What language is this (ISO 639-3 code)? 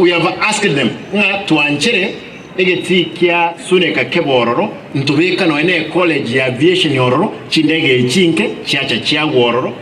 guz